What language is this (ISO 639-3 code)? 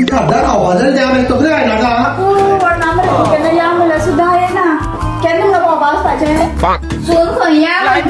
kok